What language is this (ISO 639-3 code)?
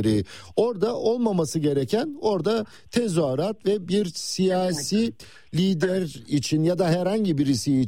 tur